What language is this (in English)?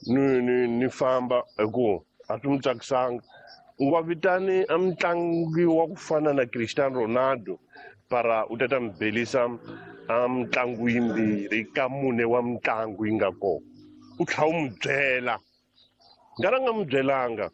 Tsonga